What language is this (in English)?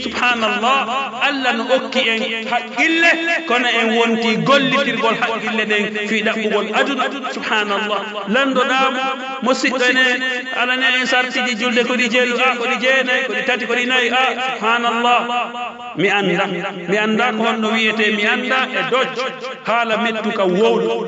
Pular